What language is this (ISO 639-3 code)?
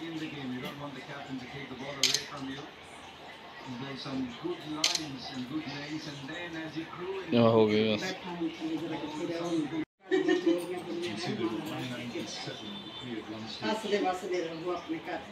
pan